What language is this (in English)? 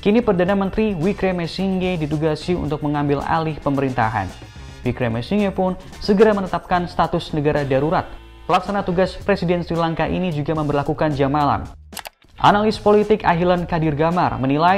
Indonesian